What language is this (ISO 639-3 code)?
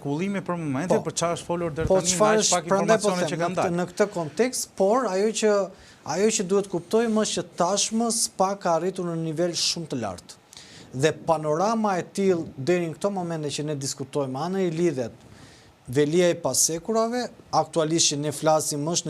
sqi